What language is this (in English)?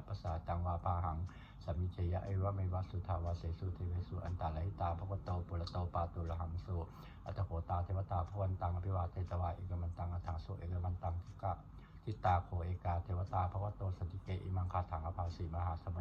Pali